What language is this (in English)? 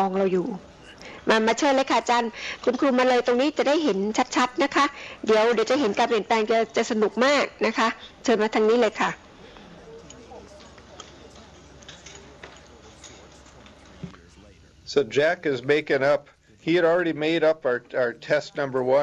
Thai